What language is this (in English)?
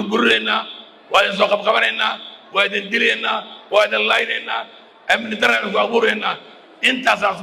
Somali